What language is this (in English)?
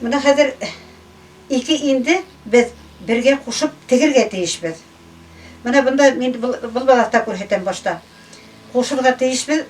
Bashkir